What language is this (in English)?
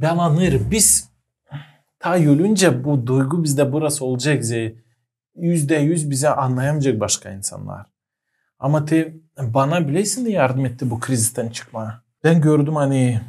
Gagauz